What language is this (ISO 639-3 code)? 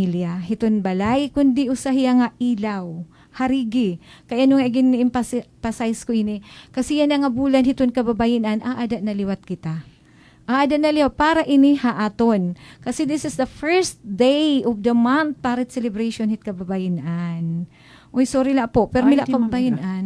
war